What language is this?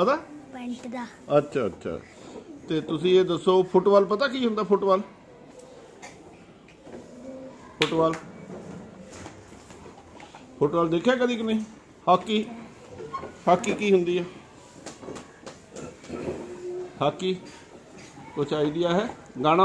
Punjabi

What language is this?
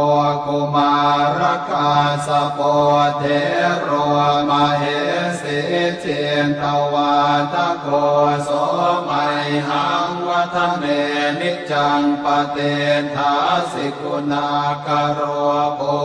Pali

